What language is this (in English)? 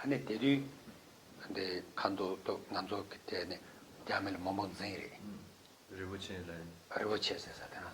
Tibetan